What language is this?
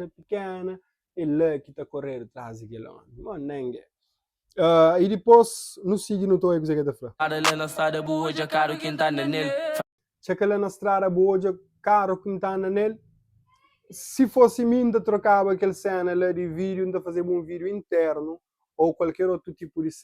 Kabuverdianu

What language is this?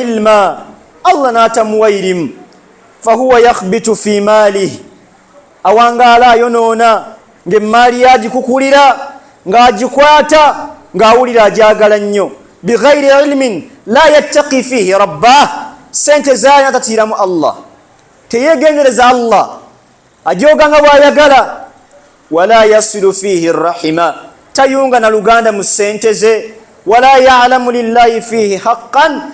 Ganda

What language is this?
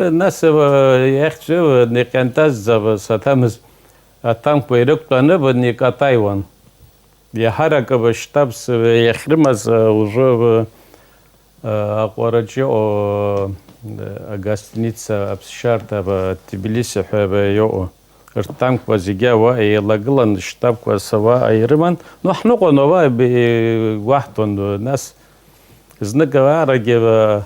Abkhazian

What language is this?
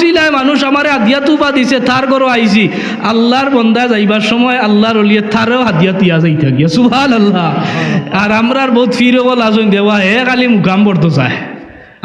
Sylheti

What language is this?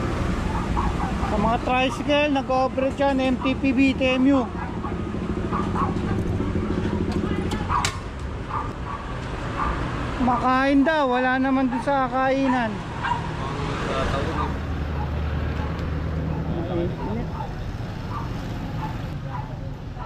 Filipino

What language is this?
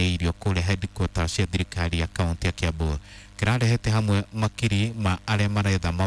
Kikuyu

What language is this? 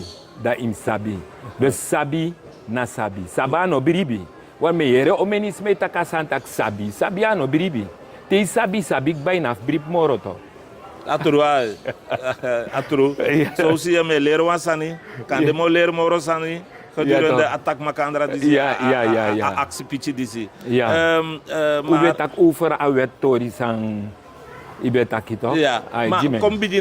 Sranan Tongo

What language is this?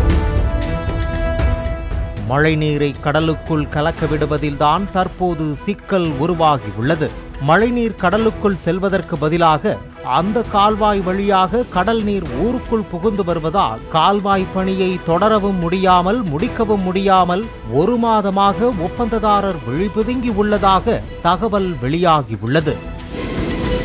Tamil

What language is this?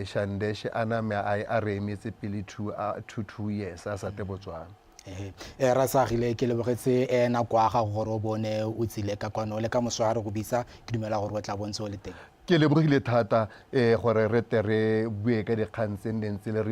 Tswana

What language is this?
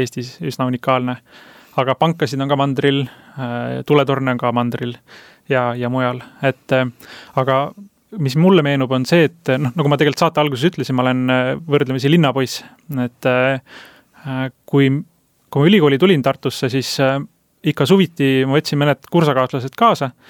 Estonian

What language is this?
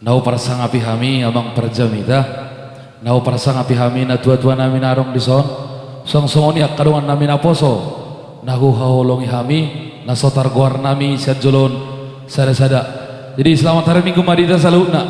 Batak Toba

